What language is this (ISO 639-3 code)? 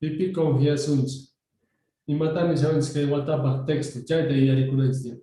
quh